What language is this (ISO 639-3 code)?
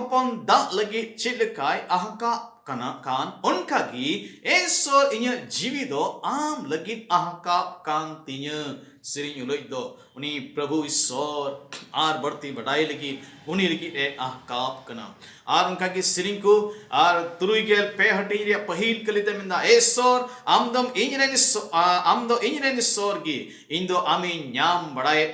sat